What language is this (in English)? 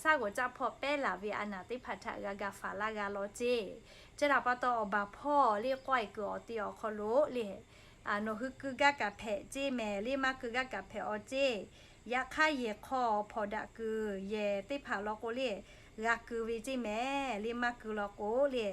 Lahu